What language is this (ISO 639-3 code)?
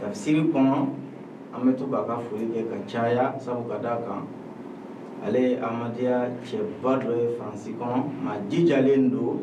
bam